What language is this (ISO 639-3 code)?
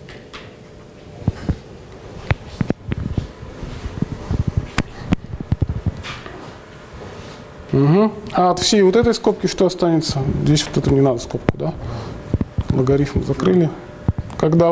rus